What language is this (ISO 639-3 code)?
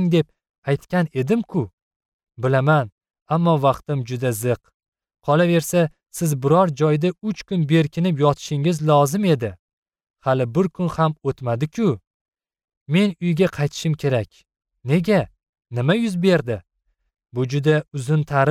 uzb